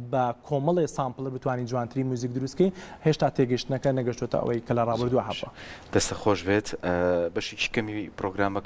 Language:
Central Kurdish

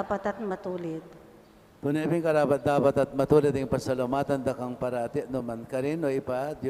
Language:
Pampanga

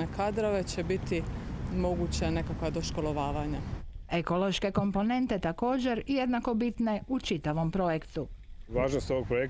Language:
Croatian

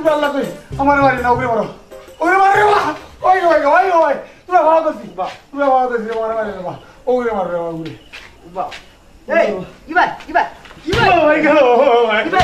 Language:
Sylheti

